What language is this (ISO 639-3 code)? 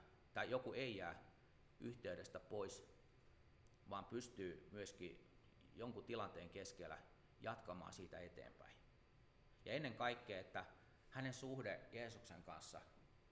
fin